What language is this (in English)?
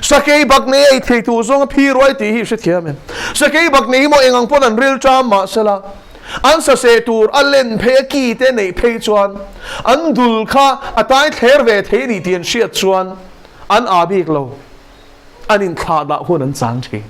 Mizo